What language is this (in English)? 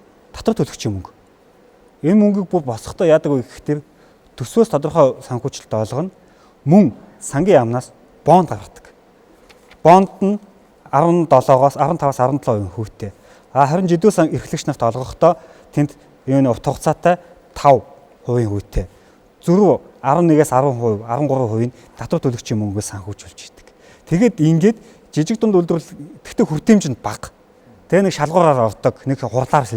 Mongolian